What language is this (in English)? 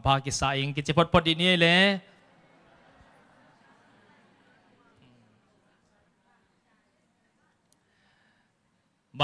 Thai